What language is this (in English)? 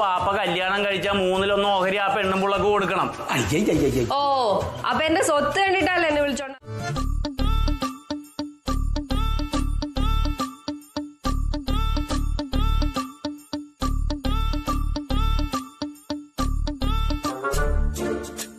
Malayalam